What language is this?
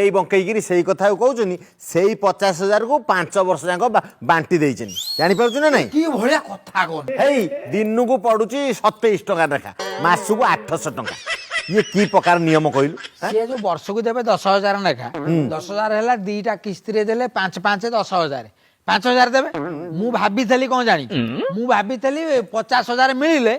Odia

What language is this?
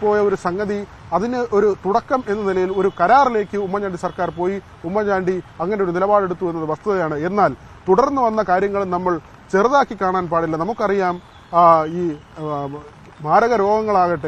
Malayalam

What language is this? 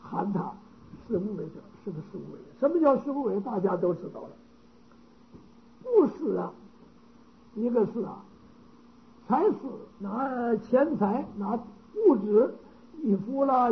Chinese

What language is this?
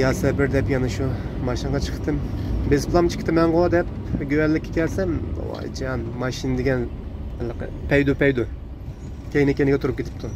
Uyghur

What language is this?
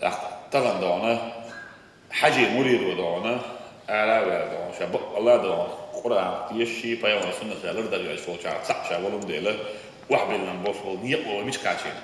Chechen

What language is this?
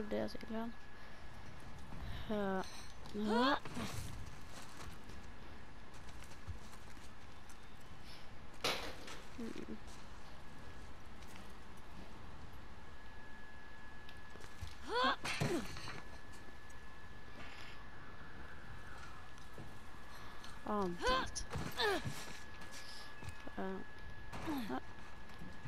Swedish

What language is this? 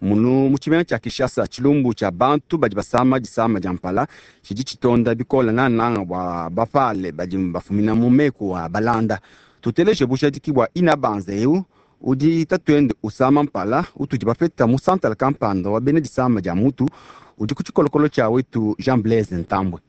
Luba-Lulua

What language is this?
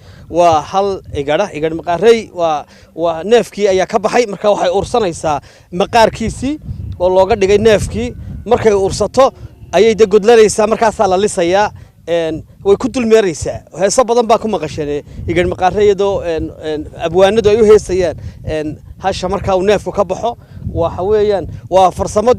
Somali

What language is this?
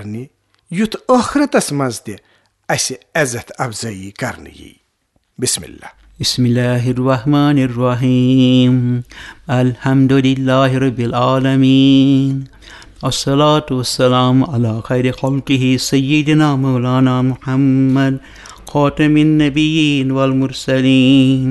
Kashmiri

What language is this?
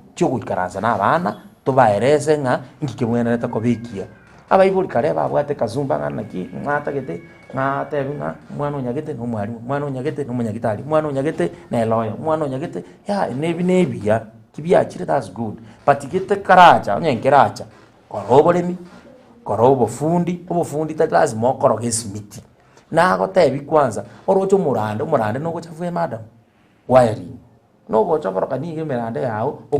Gusii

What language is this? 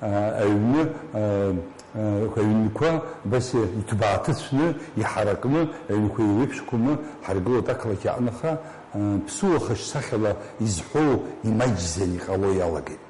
Abkhazian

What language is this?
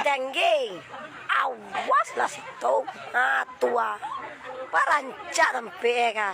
Minangkabau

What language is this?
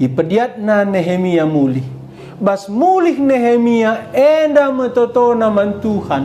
Batak Karo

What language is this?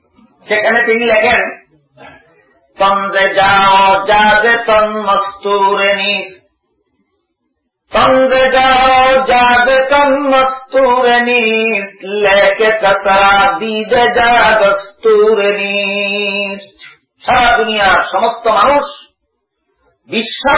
Bangla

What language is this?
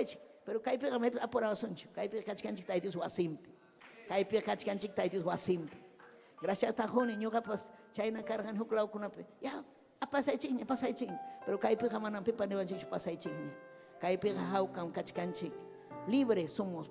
Ayacucho Quechua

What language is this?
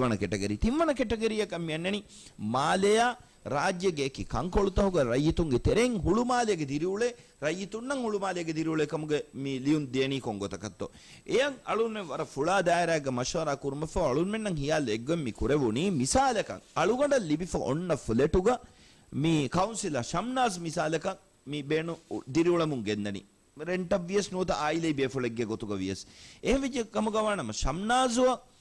Divehi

